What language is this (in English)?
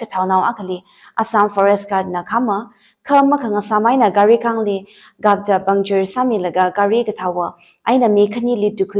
Tangkhul Naga (India)